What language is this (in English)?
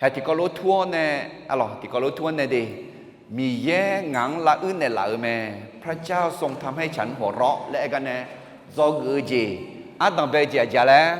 Akha